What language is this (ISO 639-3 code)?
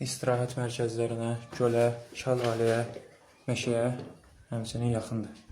aze